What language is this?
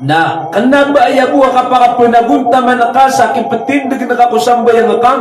Maranao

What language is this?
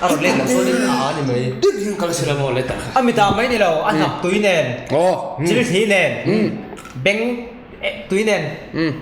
Mizo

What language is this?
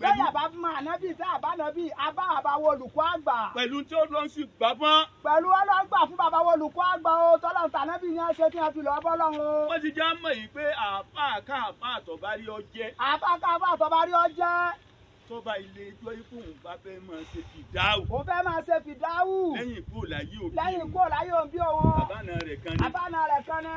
Yoruba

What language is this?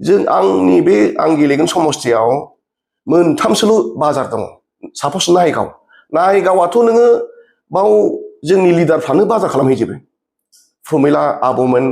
Bodo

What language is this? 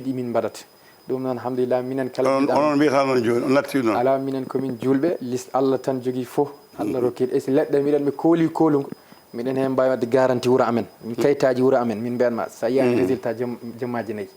Fula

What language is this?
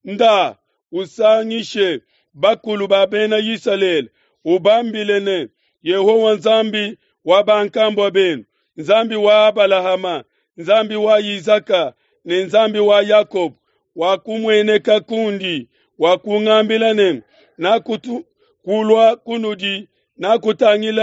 Luba-Lulua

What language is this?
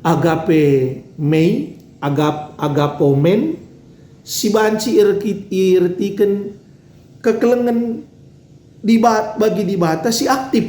Batak Karo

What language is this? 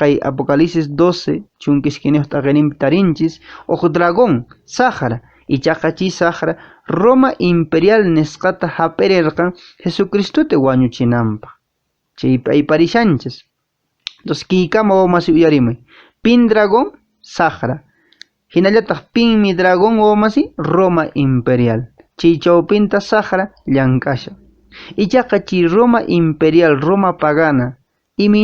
Quechua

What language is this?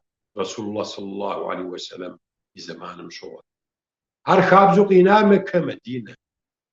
Kabardian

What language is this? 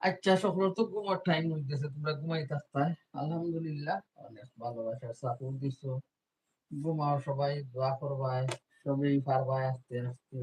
Sylheti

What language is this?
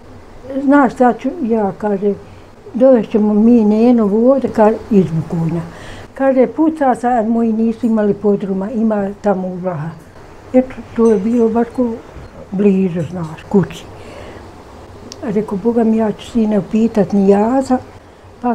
Bosnian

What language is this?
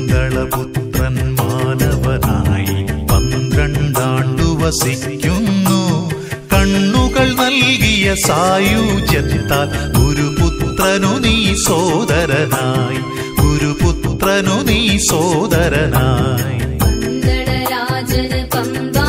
Malayalam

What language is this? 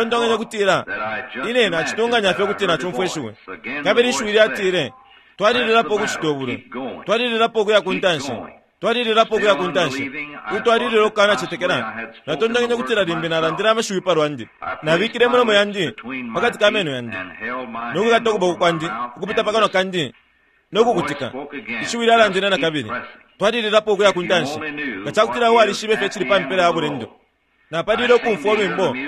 Bemba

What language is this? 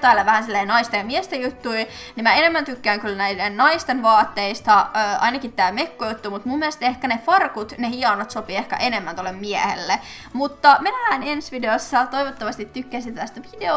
Finnish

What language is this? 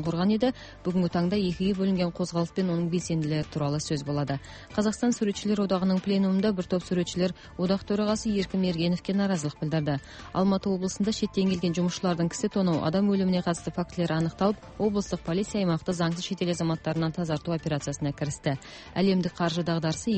Kazakh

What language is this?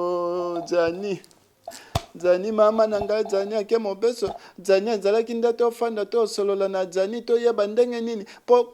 Lingala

